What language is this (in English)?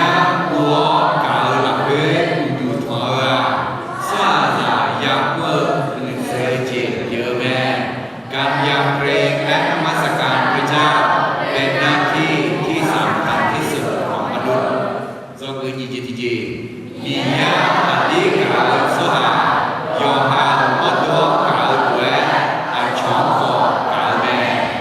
Akha